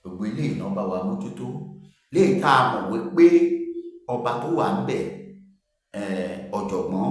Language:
Yoruba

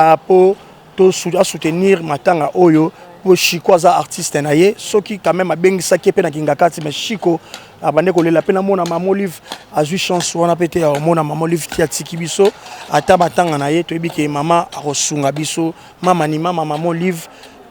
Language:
Lingala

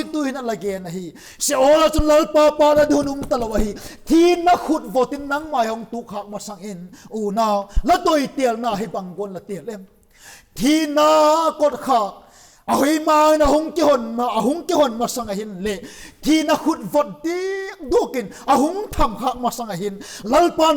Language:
Vaiphei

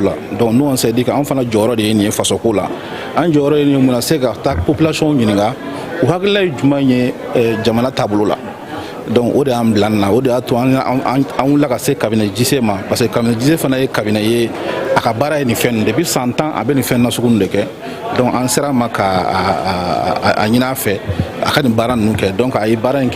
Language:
Bambara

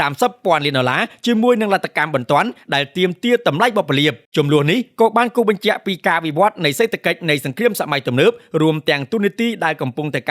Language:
Khmer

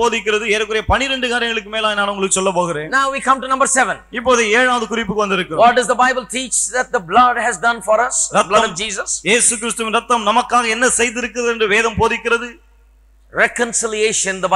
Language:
Tamil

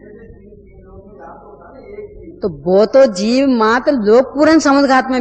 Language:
Hindi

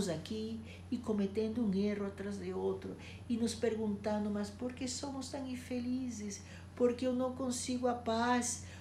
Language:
Portuguese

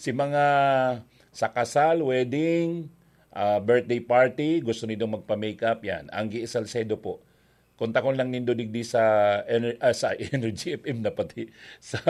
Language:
Bikol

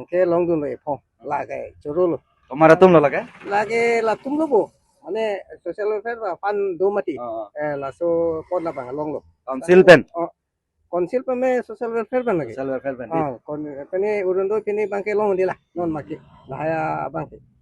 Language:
Karbi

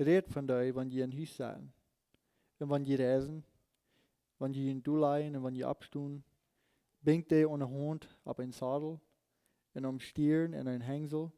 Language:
Plautdietsch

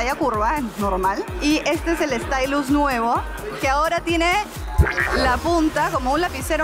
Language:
Spanish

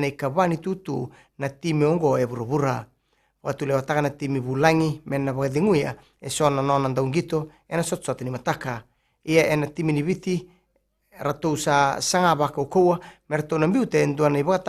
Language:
Fijian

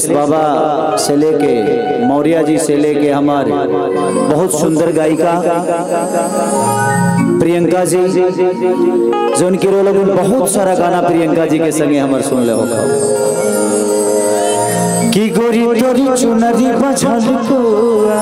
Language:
Bhojpuri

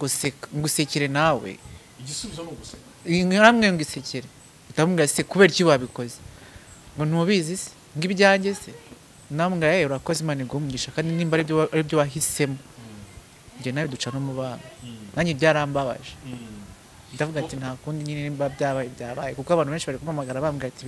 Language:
Kinyarwanda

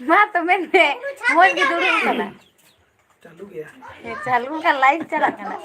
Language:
Santali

